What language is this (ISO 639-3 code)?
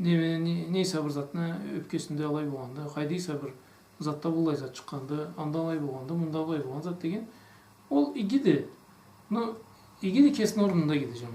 krc